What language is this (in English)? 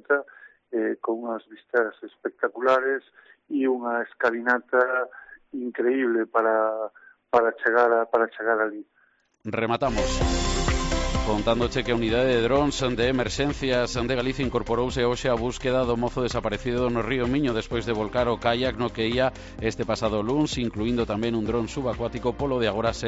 Galician